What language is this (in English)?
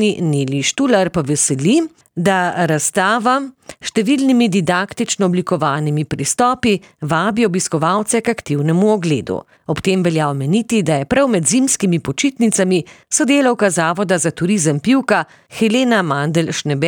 Slovenian